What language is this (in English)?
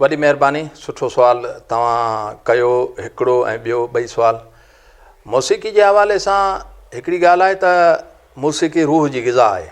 Sindhi